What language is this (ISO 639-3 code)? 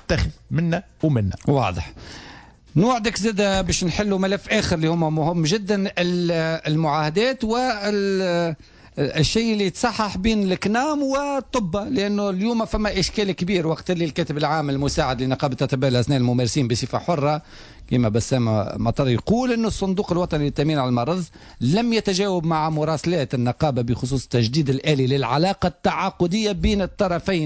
aeb